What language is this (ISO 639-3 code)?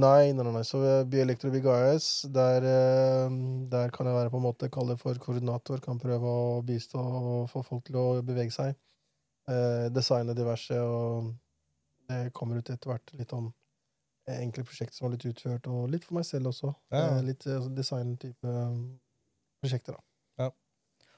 nor